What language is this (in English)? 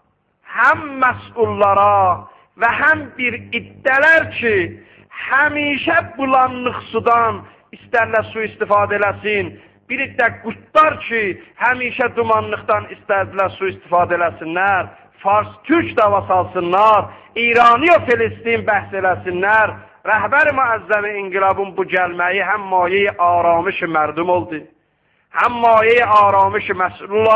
South Azerbaijani